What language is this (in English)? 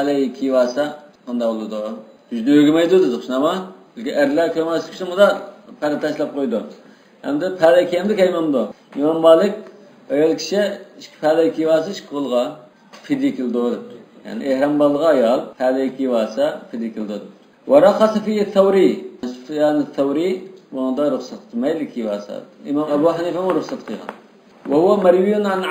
Uyghur